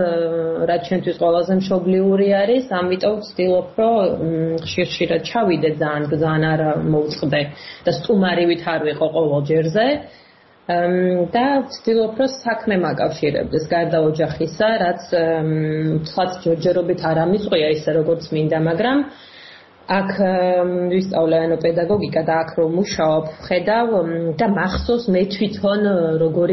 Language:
Georgian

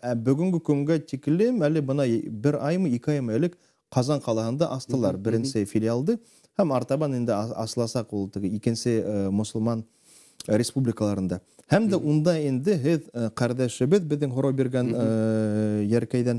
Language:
Bashkir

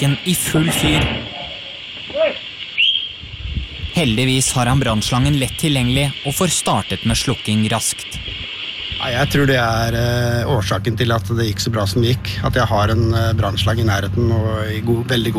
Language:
Norwegian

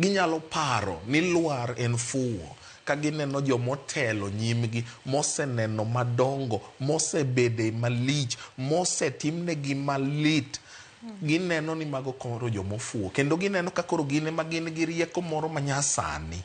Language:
Luo (Kenya and Tanzania)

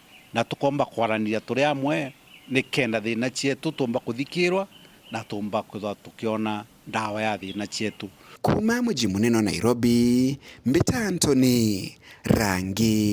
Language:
Meru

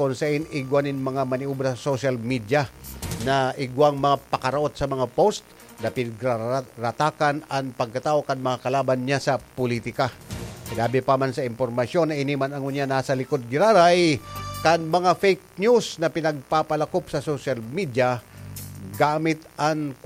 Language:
Bikol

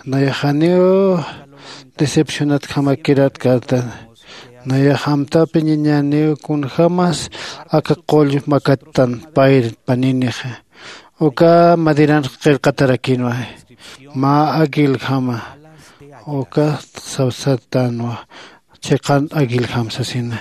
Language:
Aymara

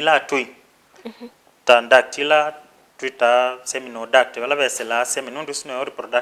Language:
Kamba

